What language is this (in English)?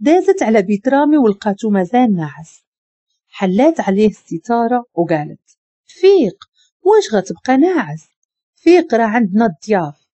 Moroccan Arabic